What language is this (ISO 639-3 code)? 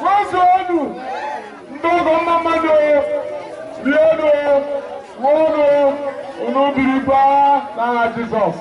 ibo